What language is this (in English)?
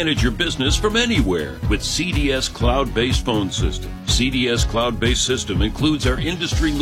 English